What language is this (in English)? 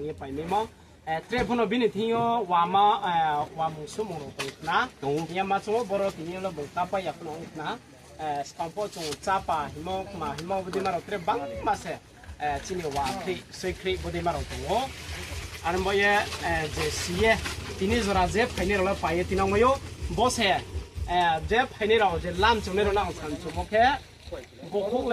Riang (India)